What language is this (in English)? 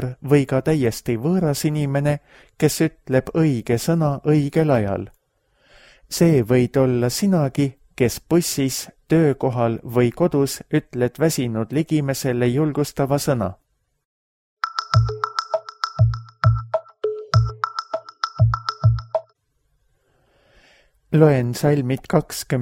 Estonian